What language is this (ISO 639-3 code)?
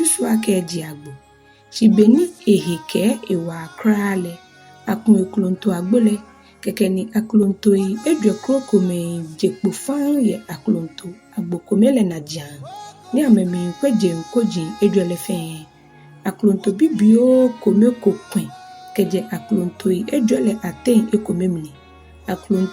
gaa